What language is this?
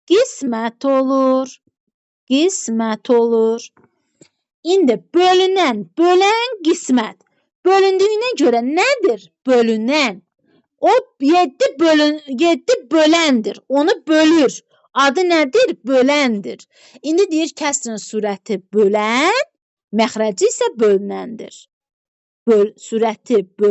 Azerbaijani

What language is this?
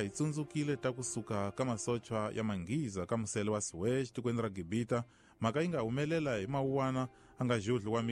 Tsonga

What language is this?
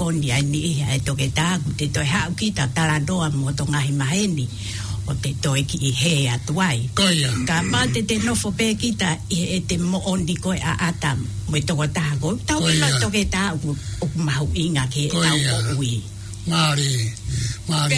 Tongan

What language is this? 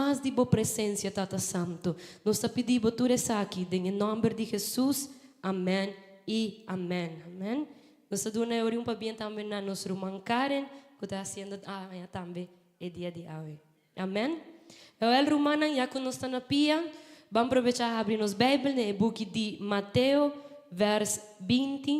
Papiamento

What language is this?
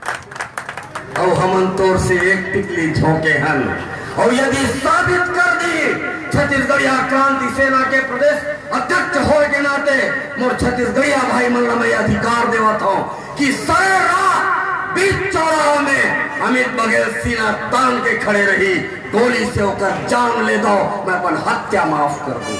Chhattisgarhi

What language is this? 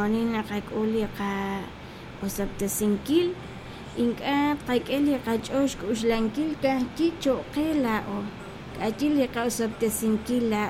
Kekchí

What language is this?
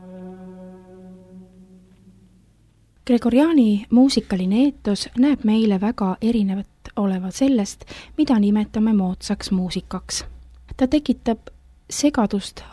Estonian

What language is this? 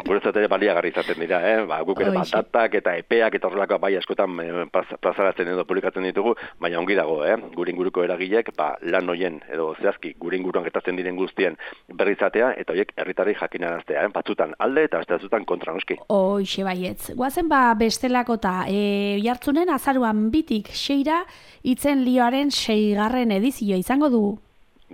Basque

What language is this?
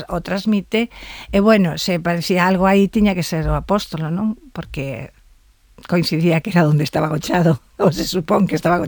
Galician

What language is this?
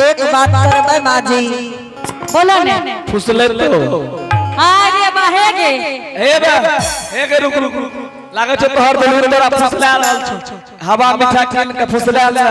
Angika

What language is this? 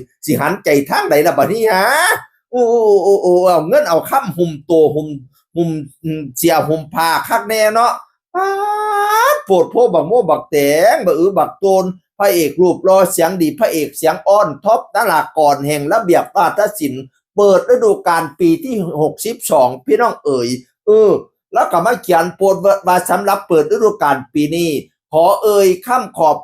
Northeastern Thai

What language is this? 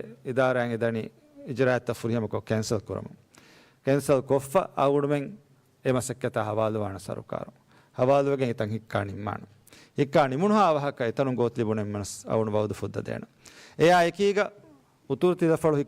Divehi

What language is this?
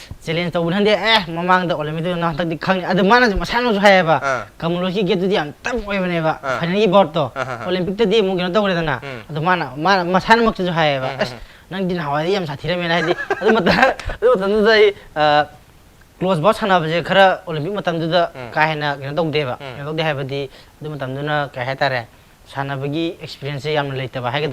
Manipuri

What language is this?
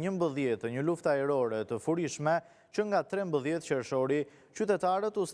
Albanian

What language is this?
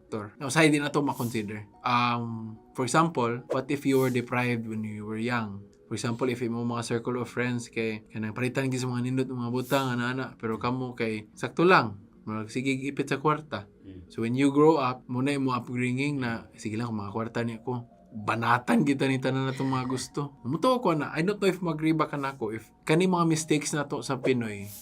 Cebuano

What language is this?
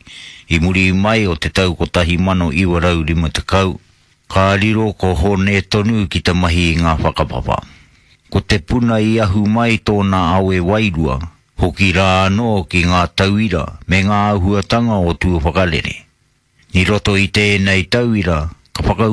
Māori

